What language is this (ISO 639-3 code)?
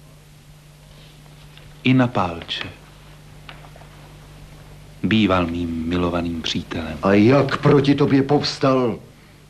ces